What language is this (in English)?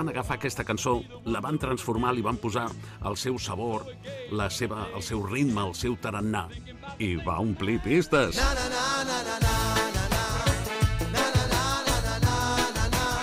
Catalan